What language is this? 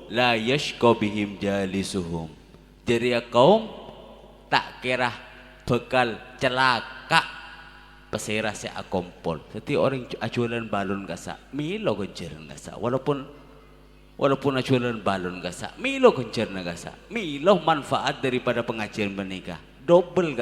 Madurese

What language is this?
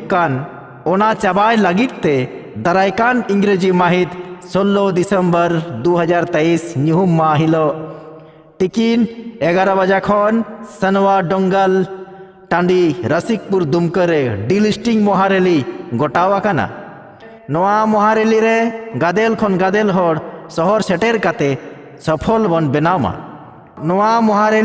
Santali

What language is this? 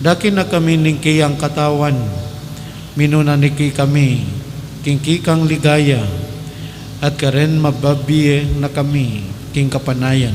Pampanga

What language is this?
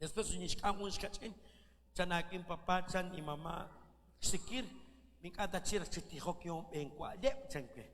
Kekchí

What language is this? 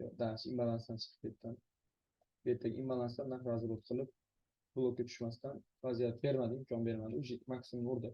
Uzbek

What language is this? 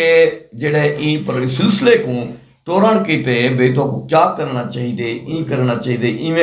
Saraiki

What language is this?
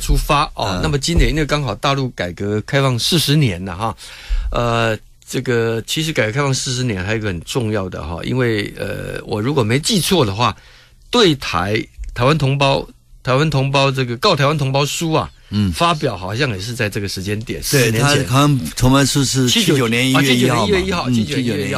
Chinese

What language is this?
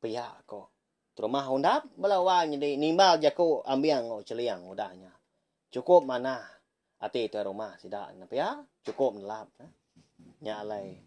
Iban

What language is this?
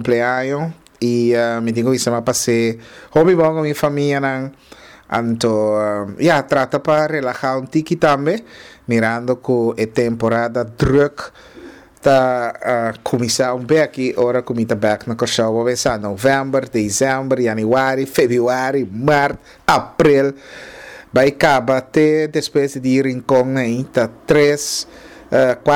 Papiamento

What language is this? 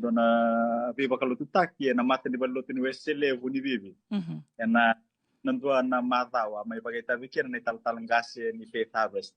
Fijian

